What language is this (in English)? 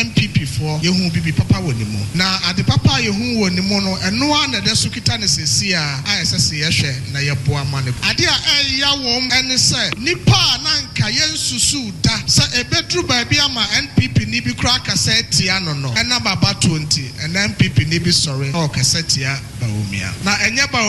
Akan